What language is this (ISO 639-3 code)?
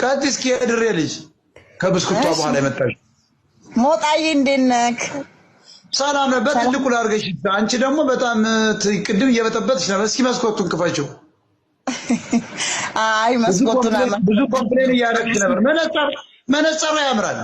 amh